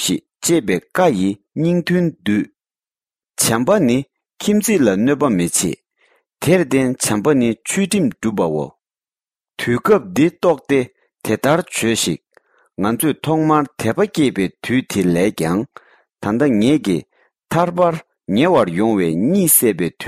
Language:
Tibetan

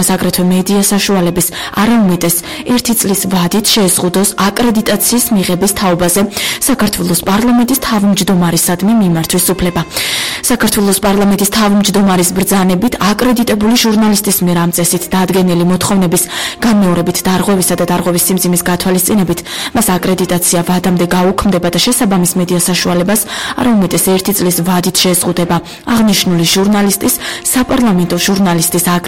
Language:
Georgian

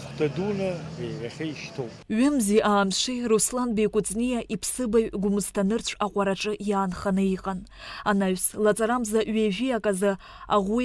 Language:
Abkhazian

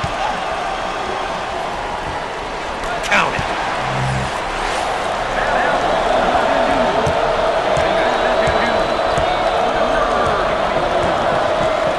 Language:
English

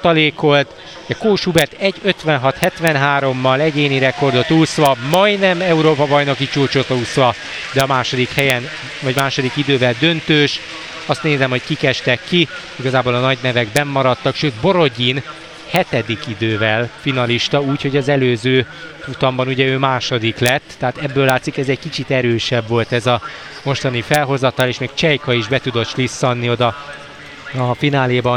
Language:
Hungarian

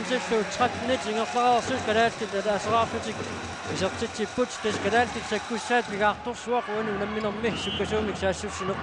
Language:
Kalaallisut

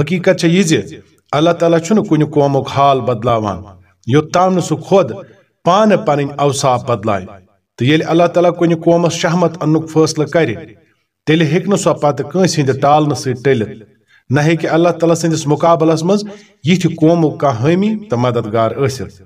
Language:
Kashmiri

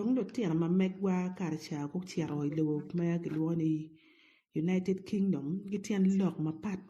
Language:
Acoli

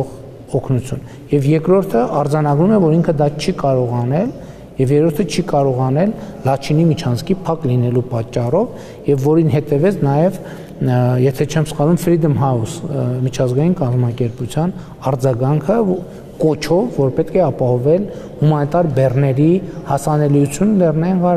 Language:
Armenian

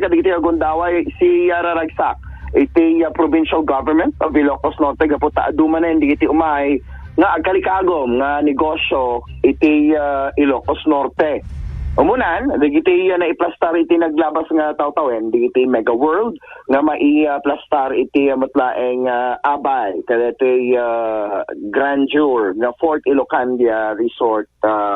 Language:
Iloko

